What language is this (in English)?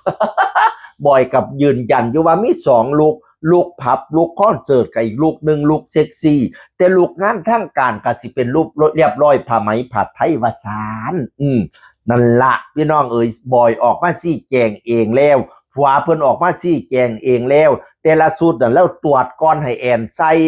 Northeastern Thai